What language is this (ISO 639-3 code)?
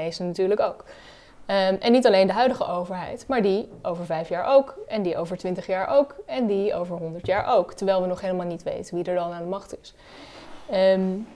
nld